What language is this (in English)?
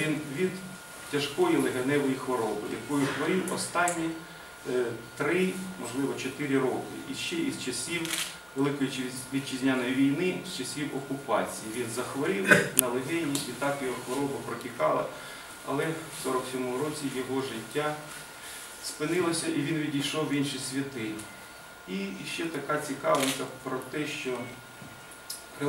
Ukrainian